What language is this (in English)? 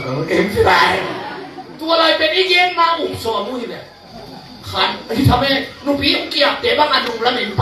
Tedim Chin